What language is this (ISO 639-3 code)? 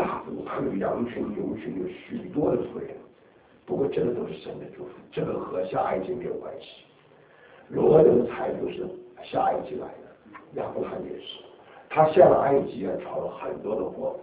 zho